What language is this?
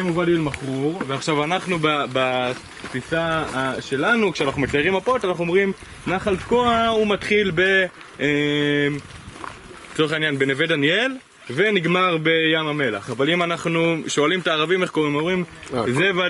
Hebrew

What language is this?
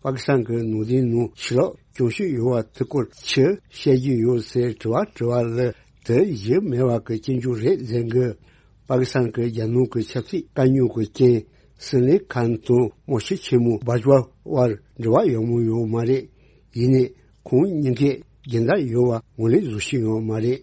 Tibetan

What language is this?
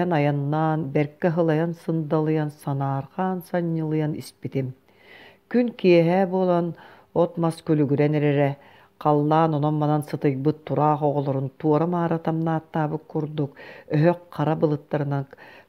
Yakut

